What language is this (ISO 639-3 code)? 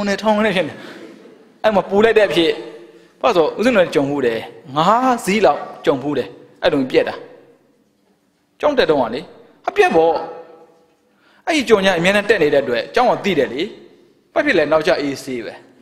mya